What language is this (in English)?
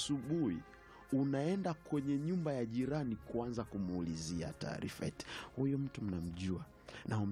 Swahili